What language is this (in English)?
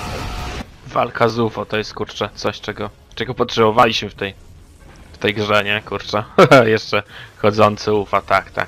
Polish